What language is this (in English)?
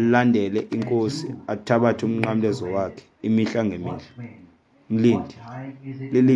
Xhosa